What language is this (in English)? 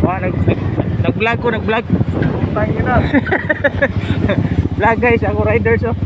Cebuano